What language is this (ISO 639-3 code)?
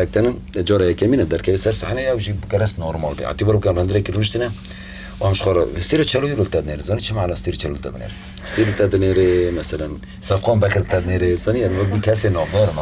kur